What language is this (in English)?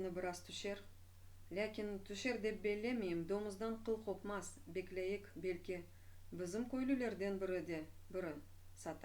Crimean Tatar